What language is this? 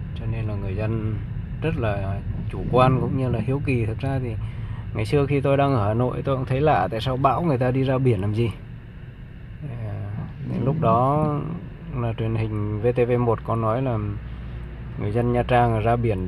Vietnamese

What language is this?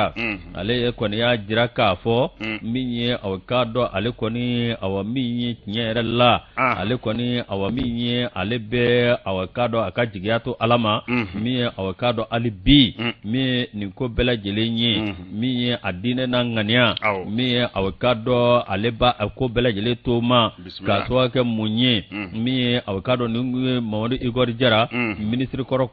Bambara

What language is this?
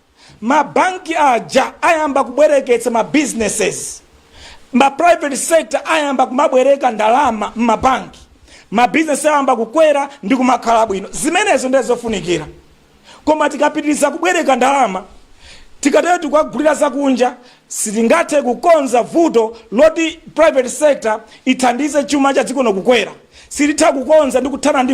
Nyanja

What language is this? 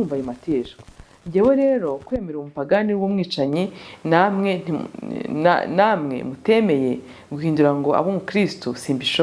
Kinyarwanda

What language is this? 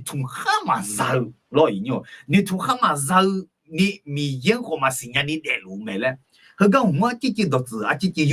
Akha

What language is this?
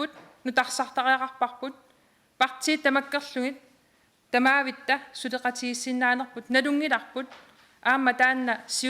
Kalaallisut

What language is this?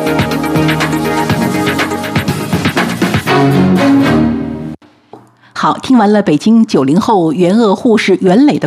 Chinese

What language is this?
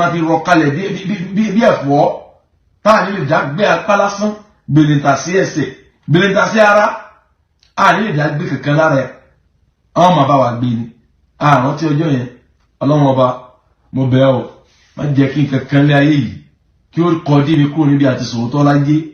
Yoruba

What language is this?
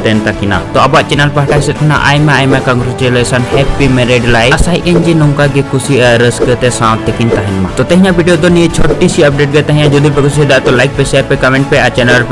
Santali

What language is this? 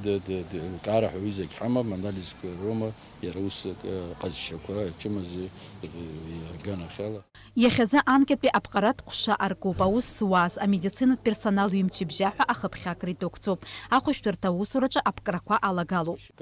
Abkhazian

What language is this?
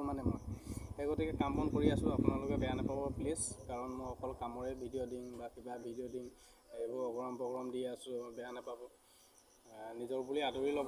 Assamese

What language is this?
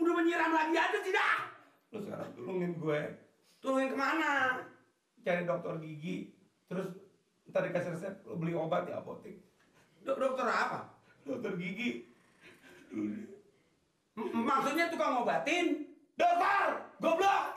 Betawi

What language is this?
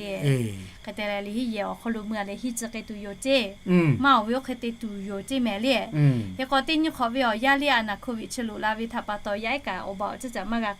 Lahu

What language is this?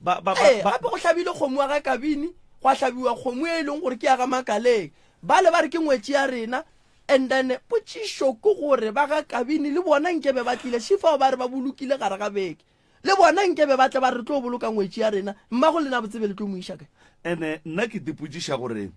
Northern Sotho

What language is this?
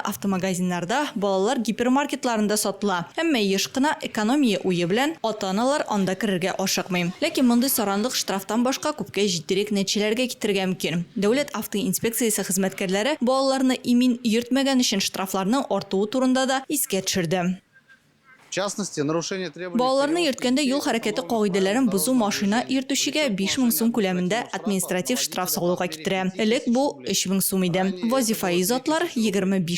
Tatar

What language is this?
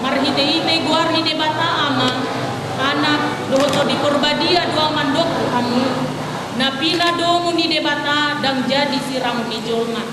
Batak Toba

